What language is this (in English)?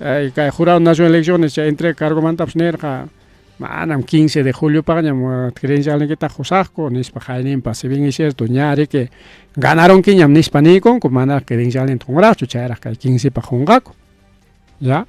Ayacucho Quechua